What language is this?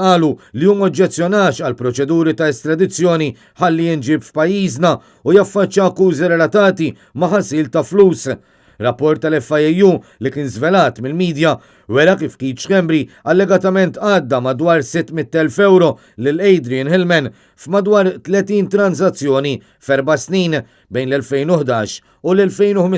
Maltese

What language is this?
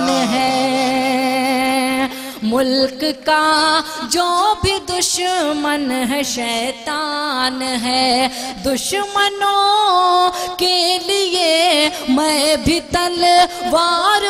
Urdu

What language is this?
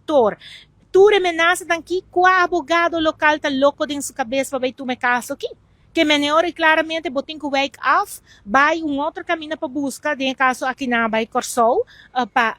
Papiamento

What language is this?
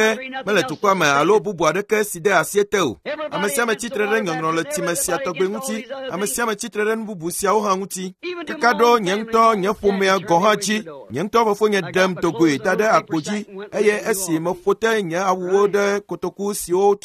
Ewe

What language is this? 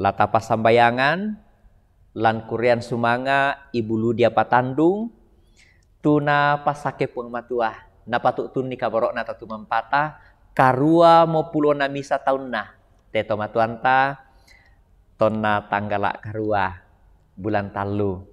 Toraja-Sa'dan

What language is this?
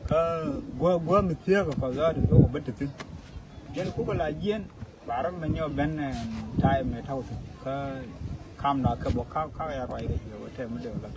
Nuer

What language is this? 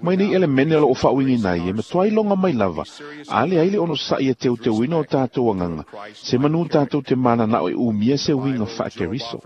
Samoan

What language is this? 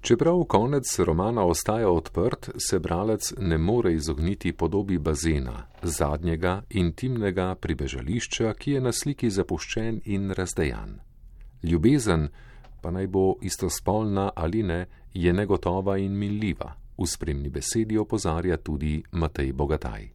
Slovenian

